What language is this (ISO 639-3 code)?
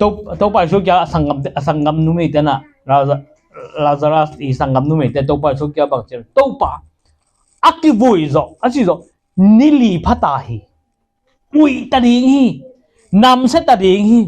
ctd